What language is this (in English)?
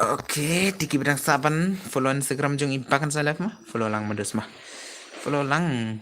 Khasi